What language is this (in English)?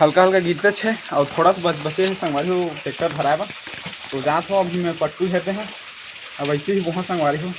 Chhattisgarhi